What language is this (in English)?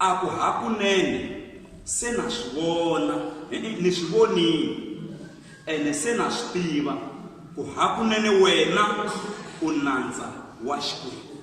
Tsonga